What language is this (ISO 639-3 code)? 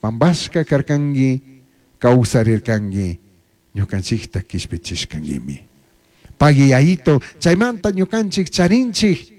qug